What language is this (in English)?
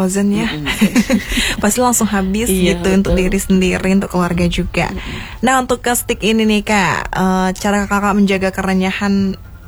Indonesian